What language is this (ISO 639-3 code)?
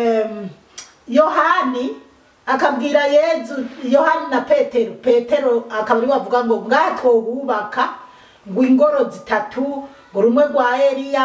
run